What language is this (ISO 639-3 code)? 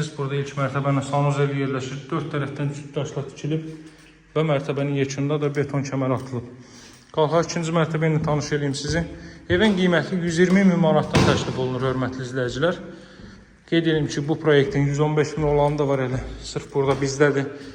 aze